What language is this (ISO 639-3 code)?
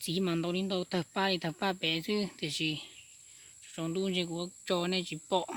hmn